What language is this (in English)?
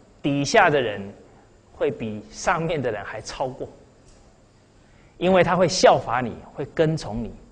Chinese